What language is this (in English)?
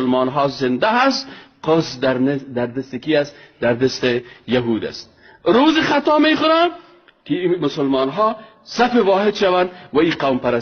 Persian